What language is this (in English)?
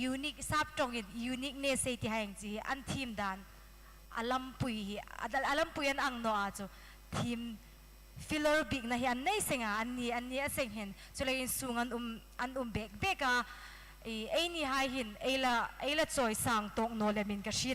Hmar